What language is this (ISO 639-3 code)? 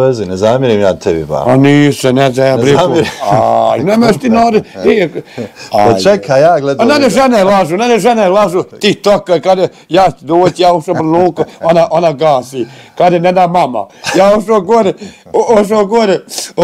bos